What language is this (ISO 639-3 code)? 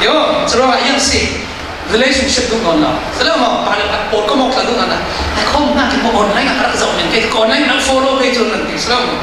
cfm